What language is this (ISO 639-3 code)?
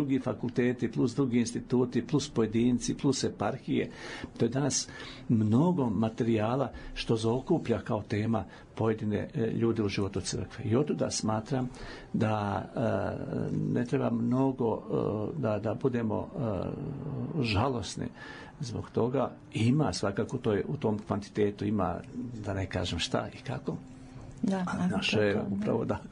srp